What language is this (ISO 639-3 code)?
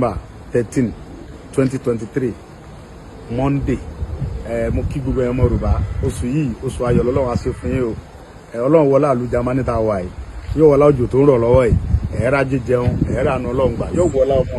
yor